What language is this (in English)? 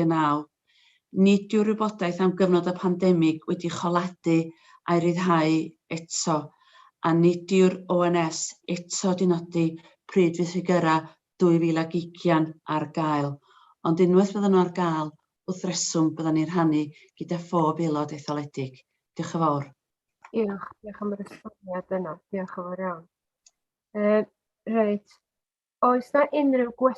Welsh